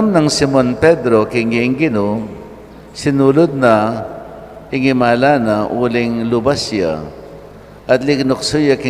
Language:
Pampanga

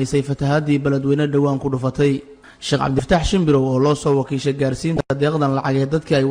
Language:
Somali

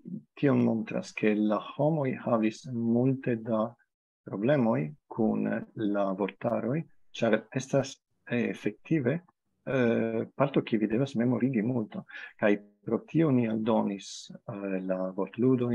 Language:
Esperanto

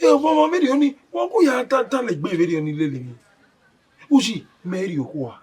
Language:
Bini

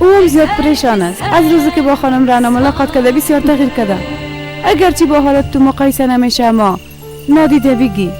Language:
Persian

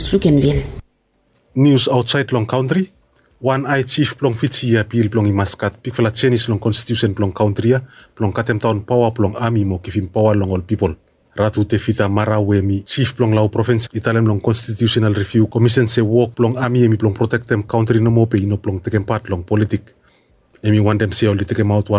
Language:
Bislama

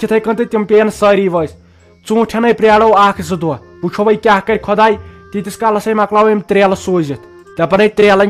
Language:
Kashmiri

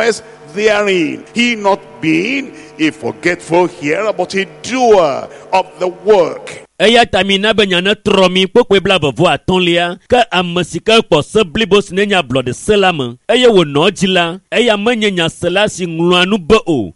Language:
Ewe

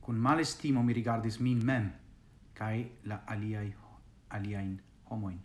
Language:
Esperanto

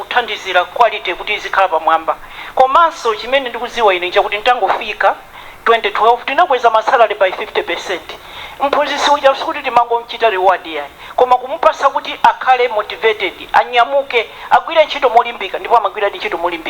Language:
Nyanja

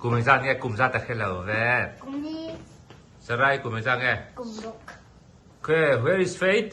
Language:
Mizo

